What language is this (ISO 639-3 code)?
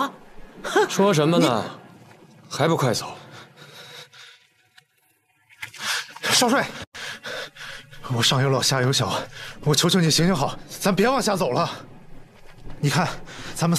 zho